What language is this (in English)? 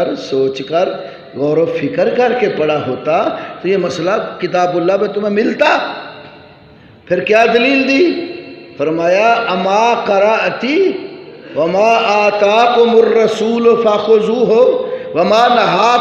Urdu